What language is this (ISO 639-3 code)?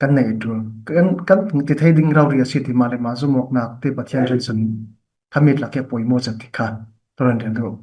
cfm